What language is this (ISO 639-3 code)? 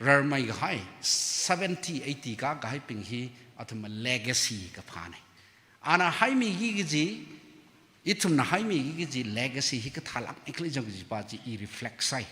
nmf